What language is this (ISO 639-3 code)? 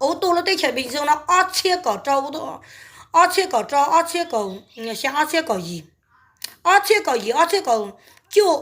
hmn